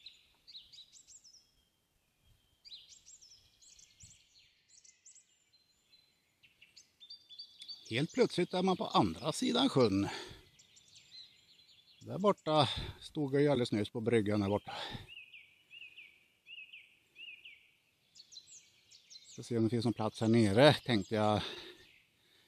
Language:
Swedish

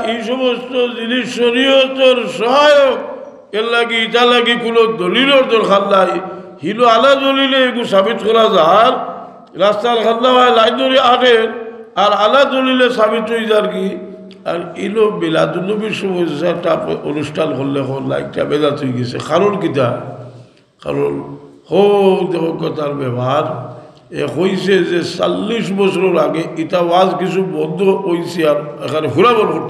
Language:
Sylheti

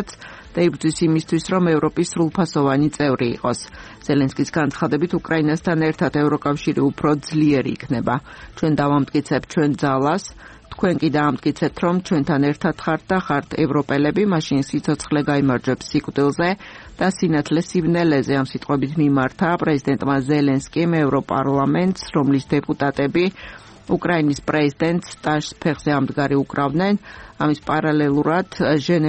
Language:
Georgian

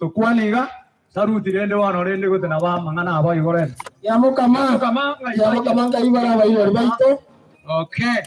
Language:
Gusii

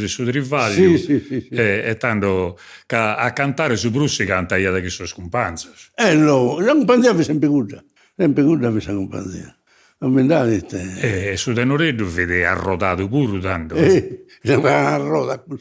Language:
Sardinian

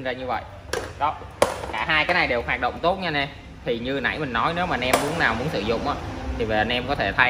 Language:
Vietnamese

